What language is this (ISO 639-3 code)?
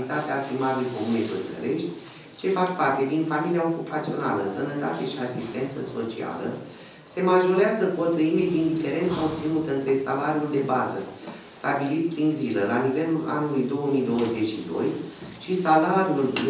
ron